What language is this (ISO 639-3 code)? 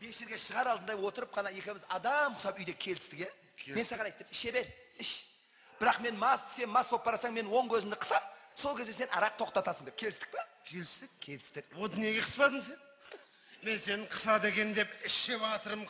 kaz